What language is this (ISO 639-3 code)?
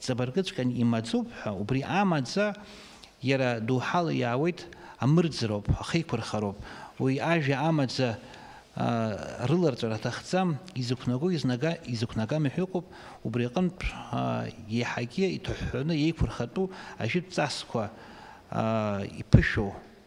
abk